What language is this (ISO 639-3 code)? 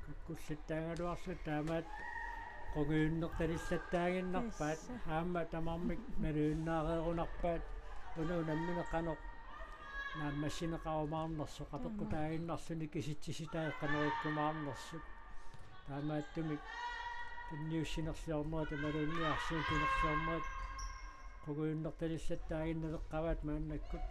kal